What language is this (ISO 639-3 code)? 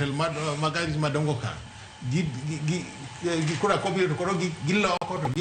luo